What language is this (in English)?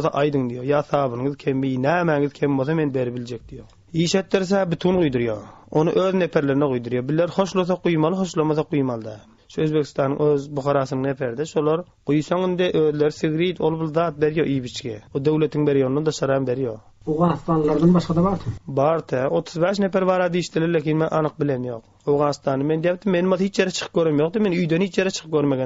Turkmen